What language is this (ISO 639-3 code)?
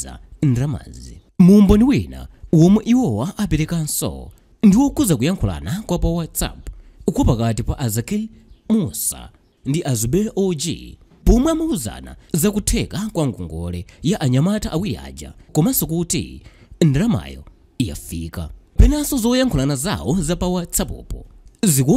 nya